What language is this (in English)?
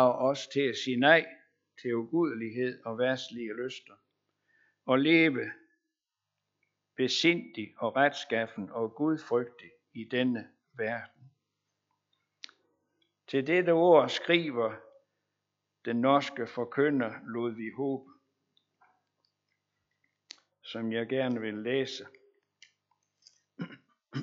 Danish